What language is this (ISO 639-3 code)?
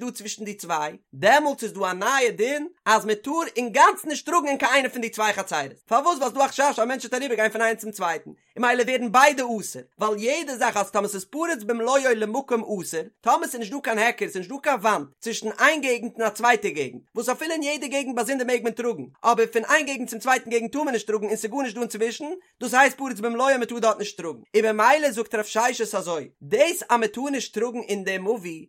yid